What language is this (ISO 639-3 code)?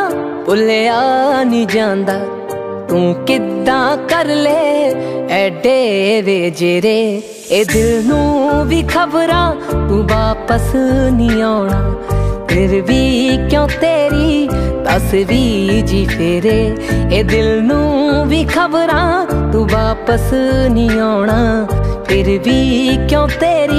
pan